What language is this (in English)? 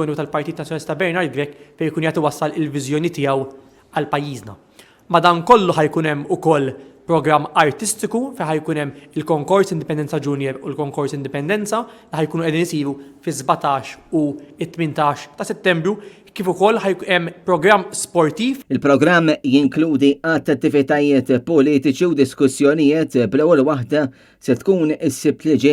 Maltese